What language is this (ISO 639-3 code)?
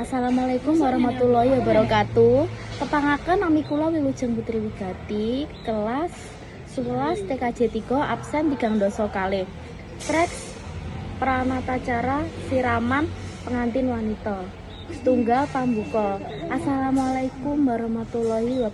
jav